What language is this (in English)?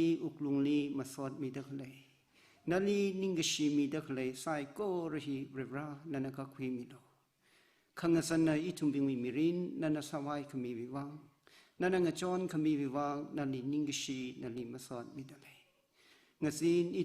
Tangkhul Naga (India)